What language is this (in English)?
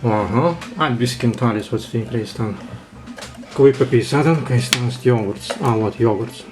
Prussian